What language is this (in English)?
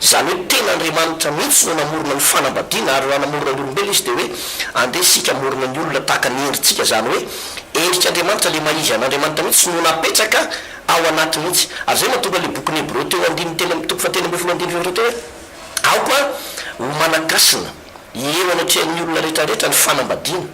Malagasy